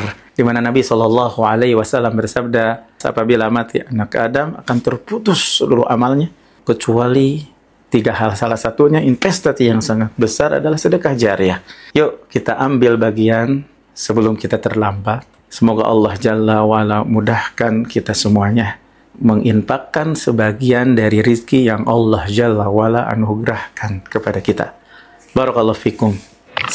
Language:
Indonesian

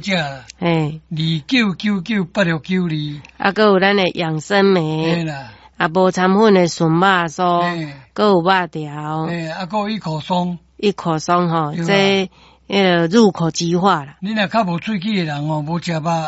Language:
Min Nan Chinese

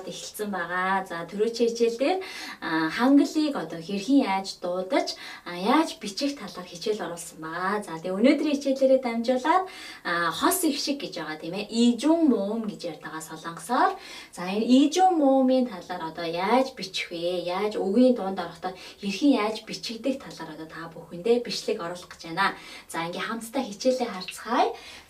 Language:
Mongolian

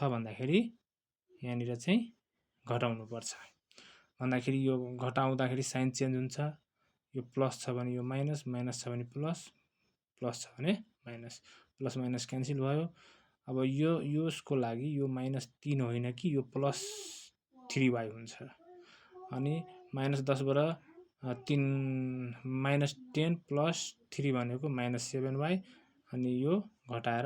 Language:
Nepali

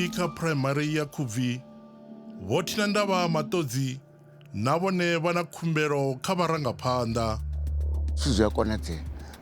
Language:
Venda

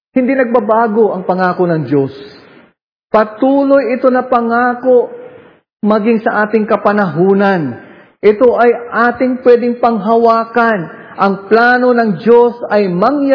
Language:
Filipino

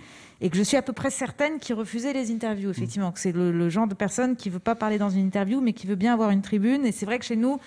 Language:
French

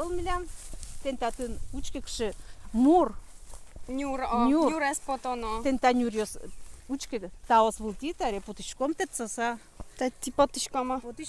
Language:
Udmurt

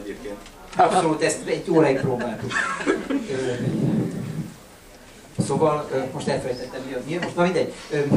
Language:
Hungarian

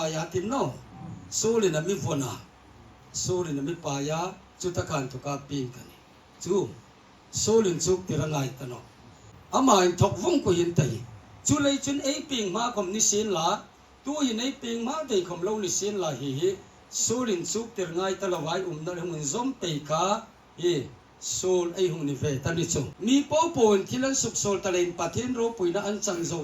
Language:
Hmar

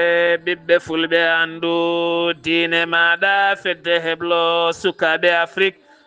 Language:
Fula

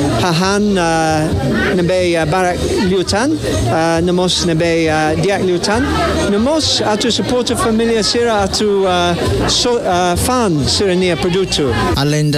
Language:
Tetum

